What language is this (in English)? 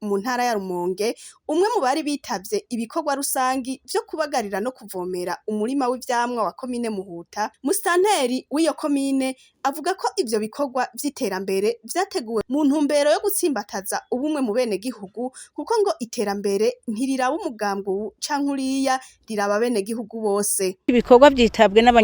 Rundi